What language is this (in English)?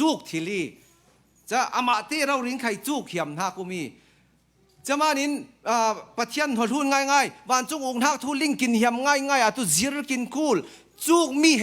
Falam Chin